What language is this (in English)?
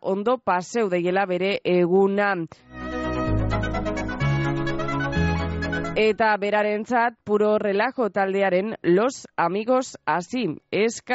Basque